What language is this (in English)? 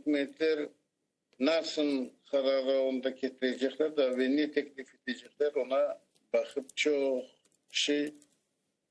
Crimean Tatar